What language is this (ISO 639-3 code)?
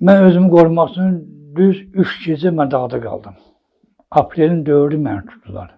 aze